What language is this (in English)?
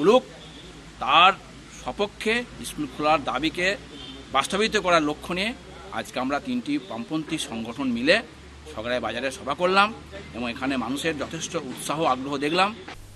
Bangla